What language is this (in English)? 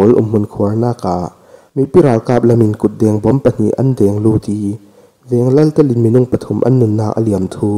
Falam Chin